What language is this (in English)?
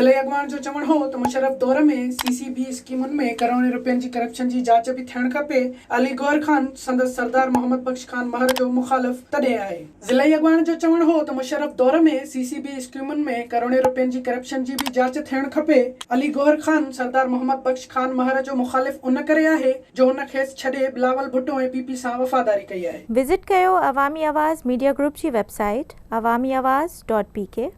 Sindhi